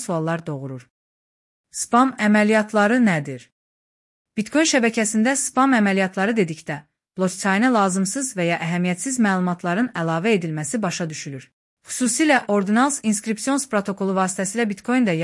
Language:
Azerbaijani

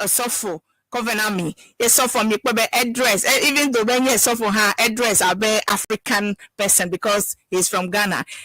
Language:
Ewe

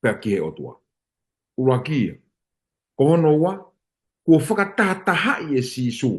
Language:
Tongan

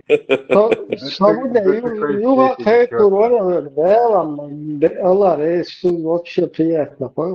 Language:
Chechen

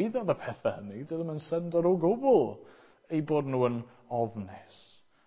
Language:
Welsh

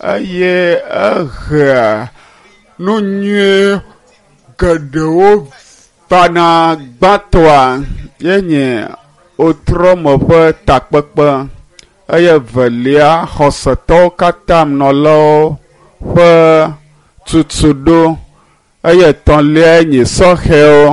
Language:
Ewe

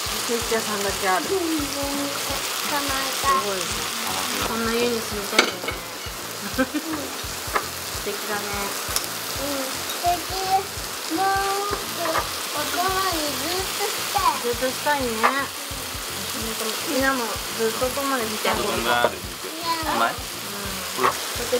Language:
Japanese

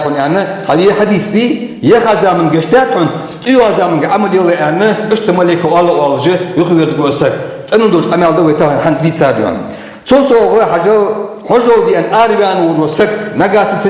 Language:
Ingush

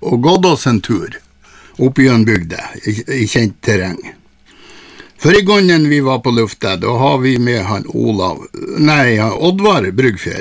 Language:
Norwegian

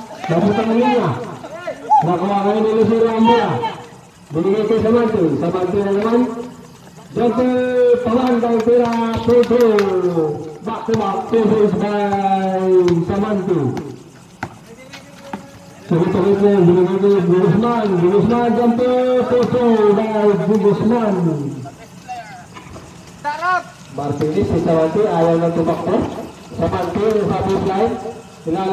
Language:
Filipino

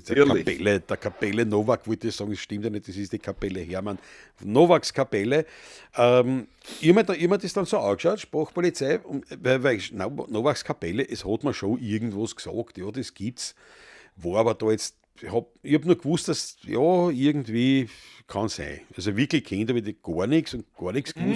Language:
Bavarian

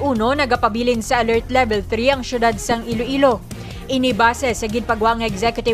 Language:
Hiligaynon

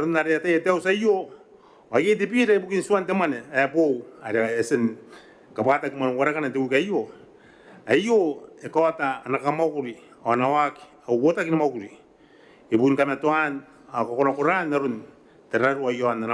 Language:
Gilbertese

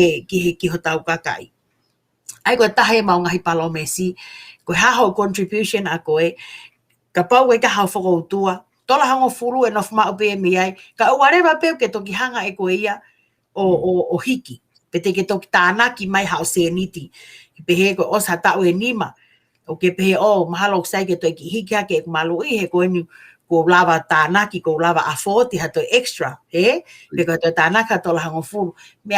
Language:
Tongan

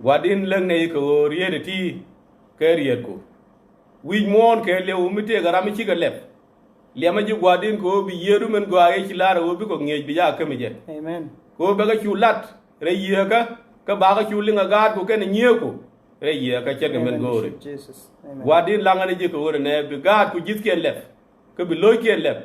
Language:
Nuer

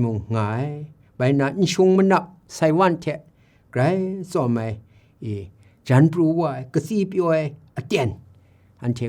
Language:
Kachin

